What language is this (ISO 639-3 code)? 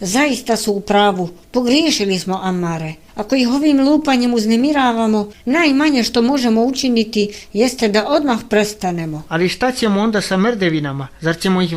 bos